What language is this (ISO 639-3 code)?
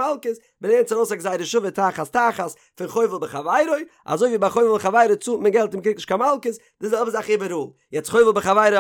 yid